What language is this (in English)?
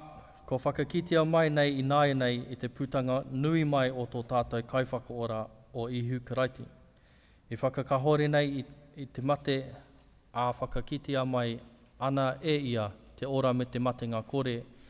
Māori